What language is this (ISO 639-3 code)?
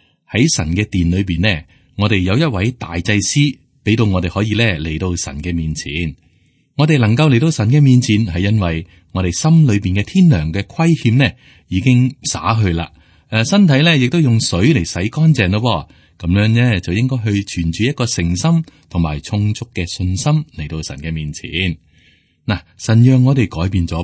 yue